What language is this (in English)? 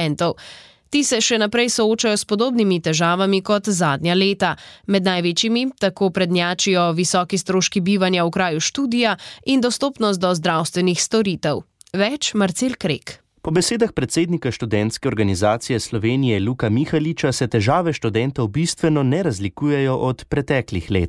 Slovenian